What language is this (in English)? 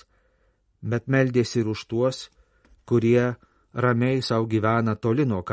Lithuanian